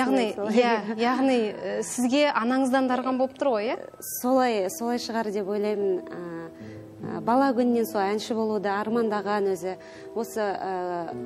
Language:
Kazakh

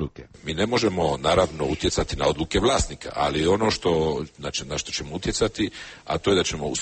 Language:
Croatian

